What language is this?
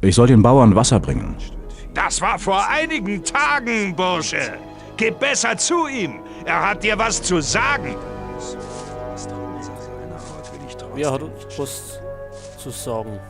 Bavarian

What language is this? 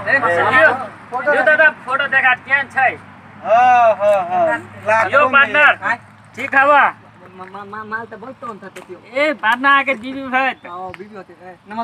Maithili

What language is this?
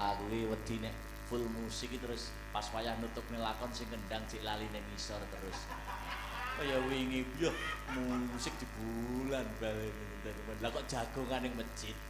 Javanese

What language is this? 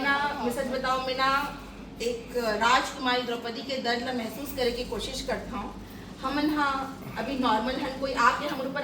Chhattisgarhi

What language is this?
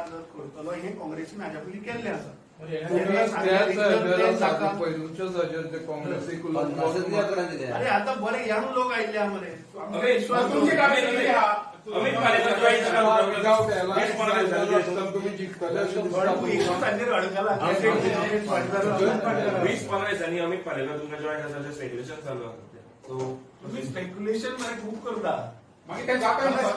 Konkani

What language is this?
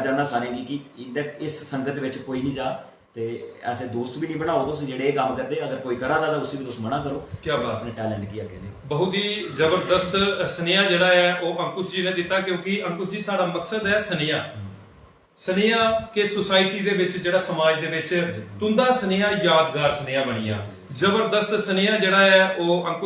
Dogri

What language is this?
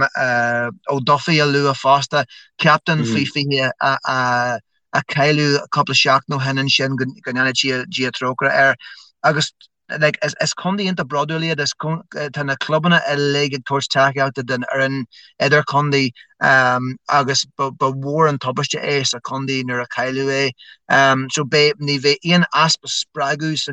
Irish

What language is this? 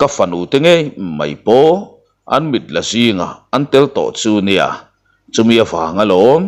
Mizo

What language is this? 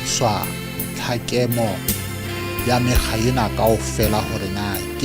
Southern Sotho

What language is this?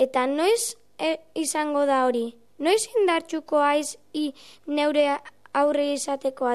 Basque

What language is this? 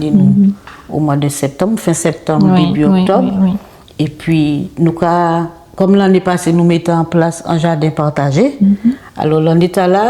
Guadeloupean Creole French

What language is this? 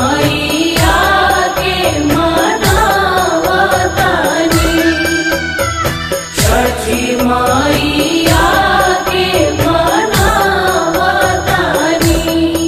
Bhojpuri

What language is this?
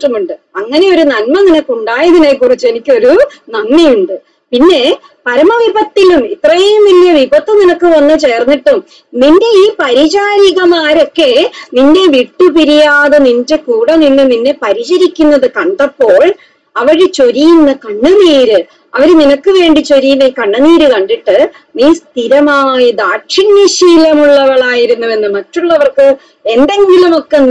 Malayalam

